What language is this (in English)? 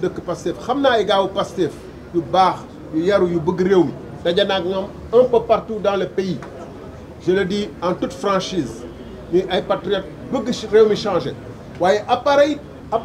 Wolof